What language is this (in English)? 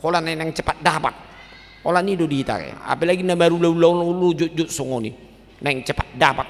Batak Toba